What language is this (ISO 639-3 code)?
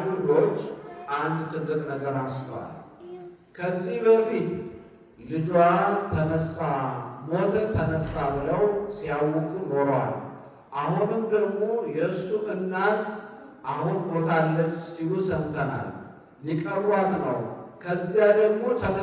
amh